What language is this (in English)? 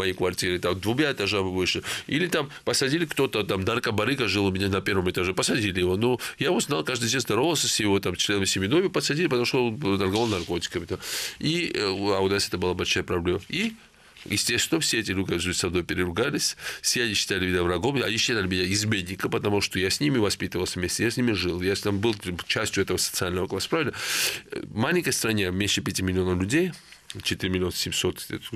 Russian